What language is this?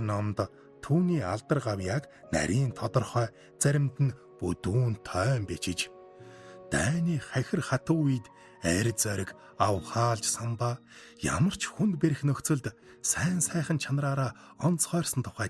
Mongolian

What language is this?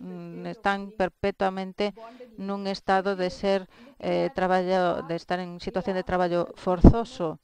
Galician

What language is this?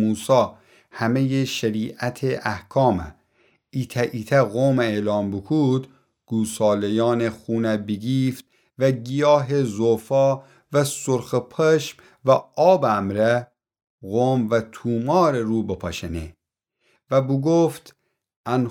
Gilaki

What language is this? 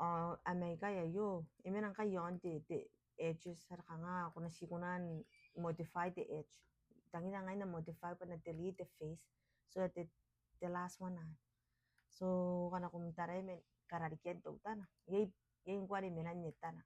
Gilbertese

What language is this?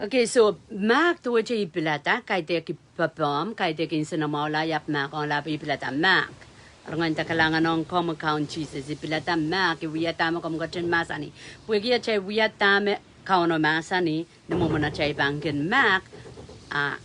Pohnpeian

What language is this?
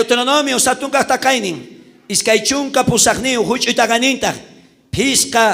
South Bolivian Quechua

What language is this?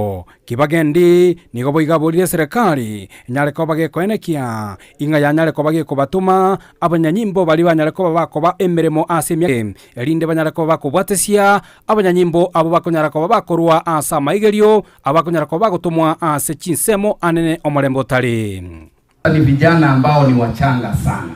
Gusii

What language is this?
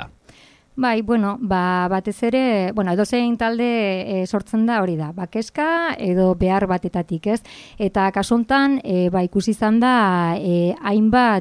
Basque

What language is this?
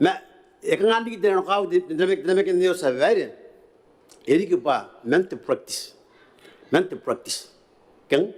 Gilbertese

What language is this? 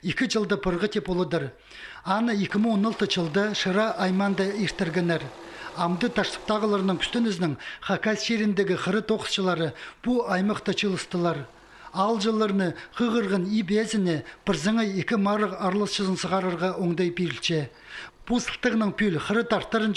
Khakas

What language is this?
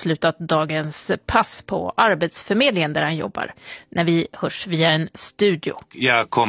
Swedish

